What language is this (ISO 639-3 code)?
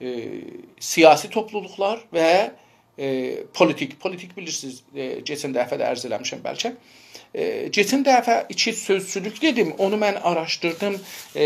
azb